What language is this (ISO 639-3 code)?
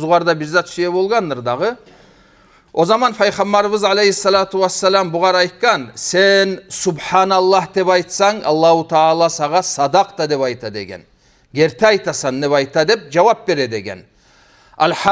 kum